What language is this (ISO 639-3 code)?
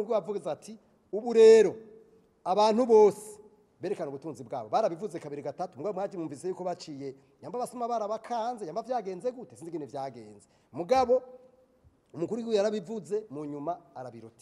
run